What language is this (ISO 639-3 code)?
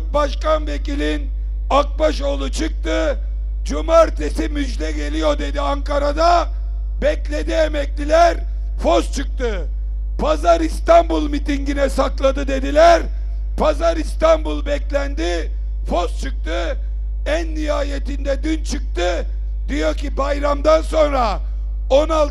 tur